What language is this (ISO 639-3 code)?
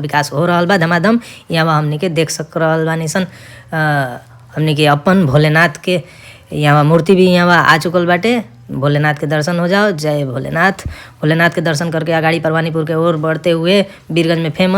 bho